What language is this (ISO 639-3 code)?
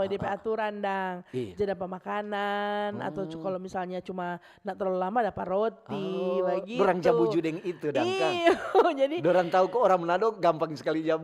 xmm